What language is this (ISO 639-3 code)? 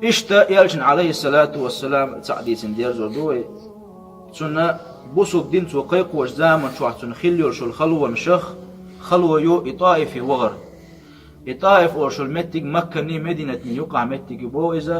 che